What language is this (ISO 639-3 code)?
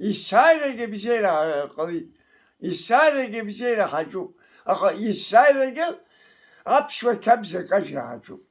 abk